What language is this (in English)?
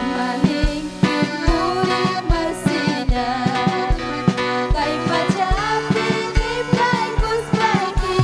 Ayacucho Quechua